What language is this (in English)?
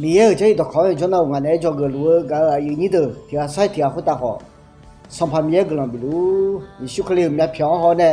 Akha